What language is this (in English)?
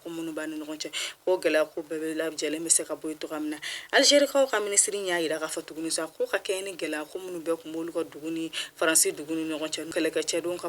Bambara